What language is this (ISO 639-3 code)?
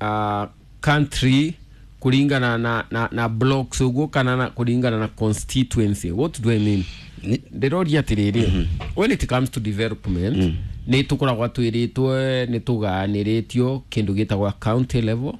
kik